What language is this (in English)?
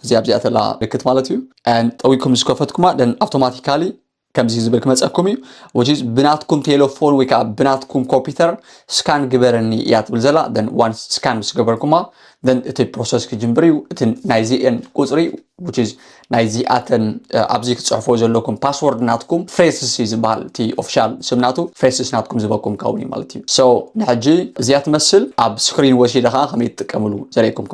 Tigrinya